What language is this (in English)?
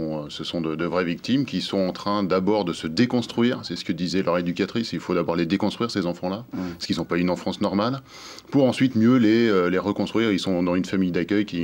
French